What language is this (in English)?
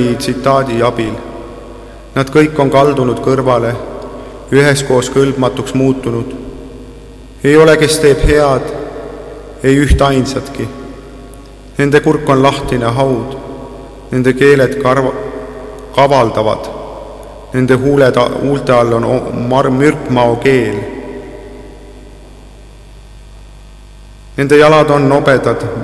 Estonian